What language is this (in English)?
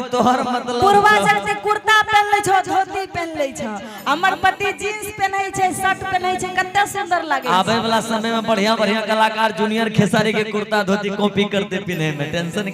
Maithili